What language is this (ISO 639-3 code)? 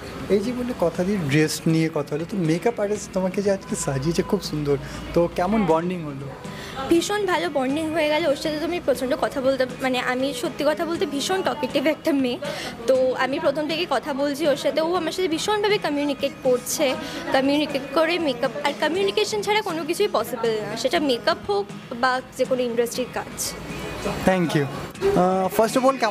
ben